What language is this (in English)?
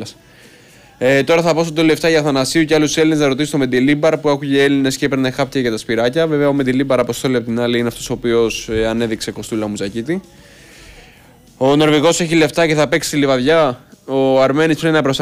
Greek